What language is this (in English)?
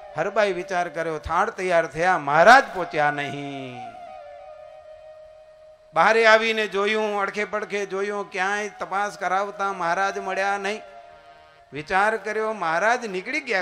Gujarati